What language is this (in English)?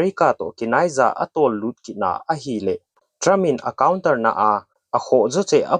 Thado Chin